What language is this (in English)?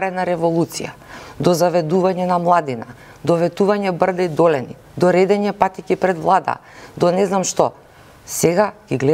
Macedonian